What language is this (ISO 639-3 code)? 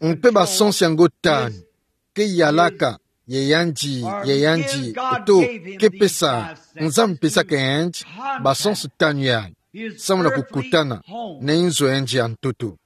ktu